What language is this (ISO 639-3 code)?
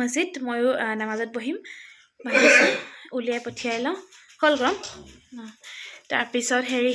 asm